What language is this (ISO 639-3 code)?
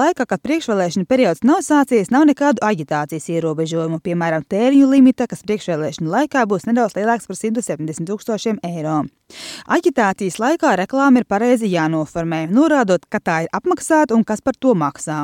lav